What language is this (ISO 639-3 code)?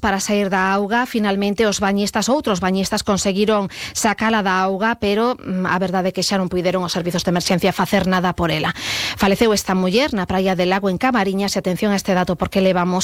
glg